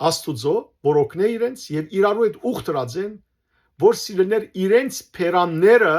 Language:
Western Armenian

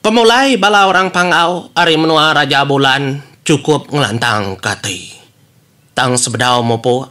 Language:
Iban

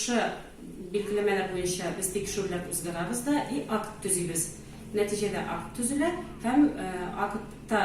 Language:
Tatar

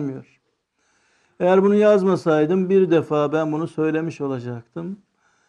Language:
Turkish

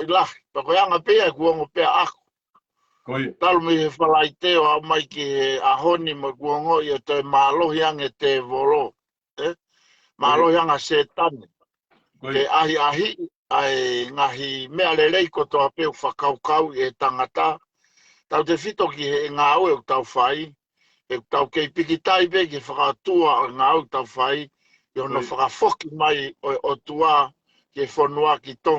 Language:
Tongan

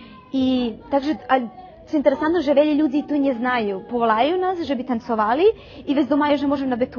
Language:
Rusyn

